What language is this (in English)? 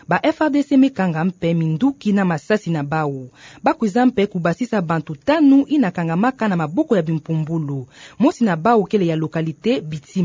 Kituba (Democratic Republic of Congo)